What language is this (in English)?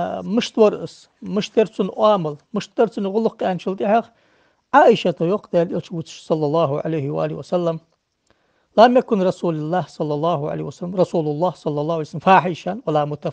Ingush